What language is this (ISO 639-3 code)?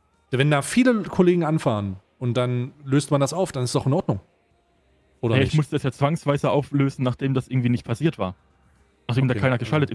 deu